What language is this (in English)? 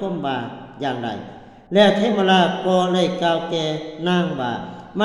Lao